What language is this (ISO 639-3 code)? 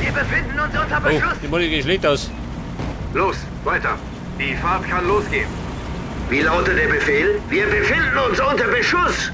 bar